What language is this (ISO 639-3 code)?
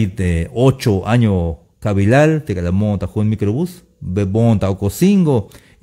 tzh